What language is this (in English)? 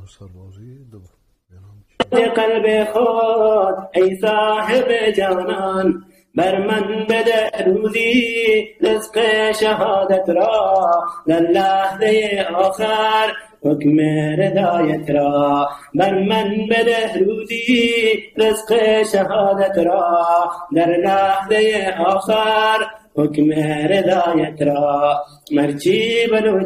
Persian